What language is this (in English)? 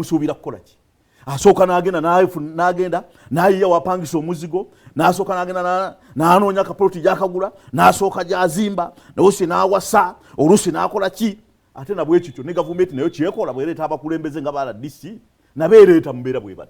Ganda